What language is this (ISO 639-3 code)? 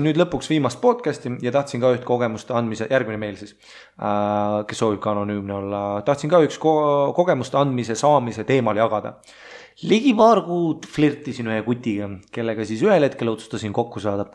est